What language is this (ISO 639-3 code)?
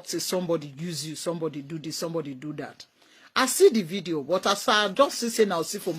pcm